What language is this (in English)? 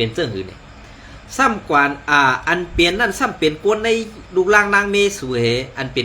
Shan